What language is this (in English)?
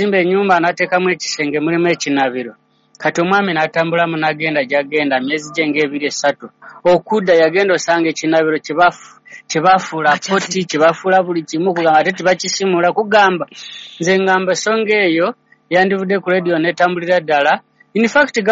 Ganda